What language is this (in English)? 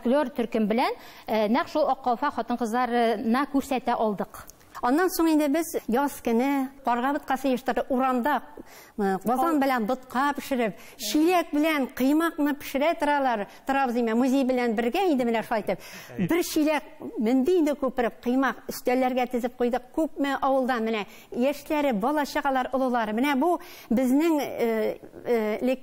Tatar